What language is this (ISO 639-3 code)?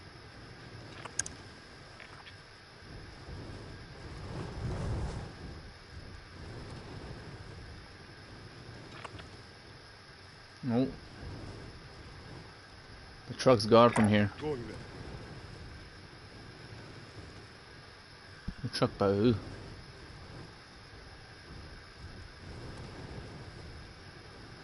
eng